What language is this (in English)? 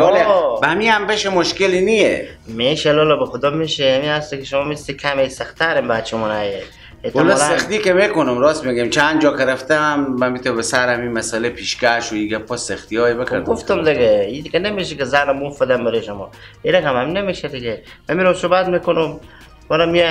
Persian